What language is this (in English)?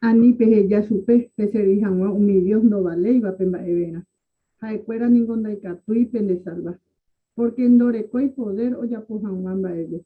Guarani